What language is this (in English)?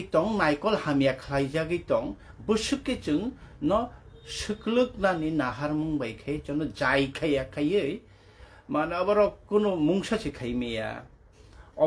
Kok Borok